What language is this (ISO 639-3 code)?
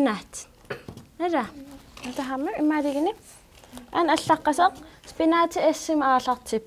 kal